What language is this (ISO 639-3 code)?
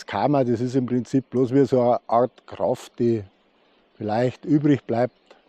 bar